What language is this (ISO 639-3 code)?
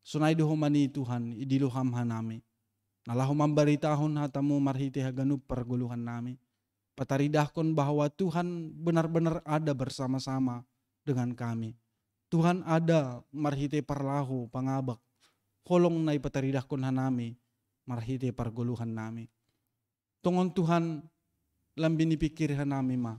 bts